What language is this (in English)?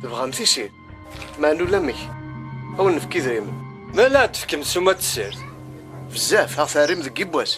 Kabyle